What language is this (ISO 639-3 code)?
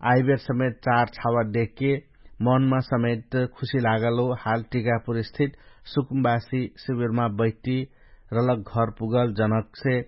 thl